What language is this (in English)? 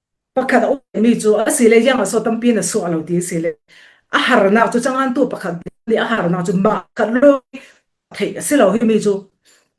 Falam Chin